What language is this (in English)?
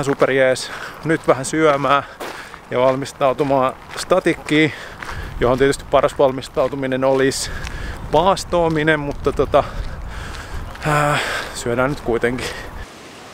Finnish